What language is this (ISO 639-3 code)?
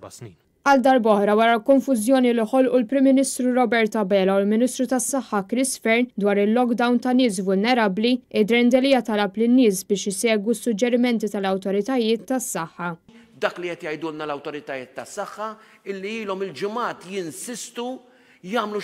mlt